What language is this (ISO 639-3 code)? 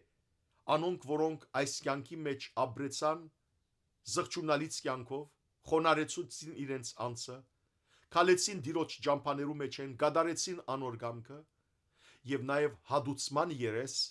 hyw